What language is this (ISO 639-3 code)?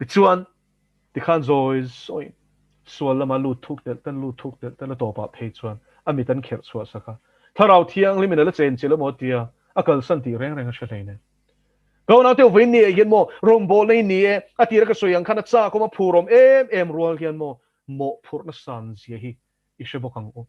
lus